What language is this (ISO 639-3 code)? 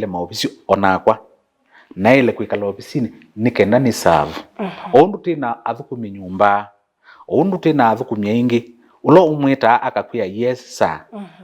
kam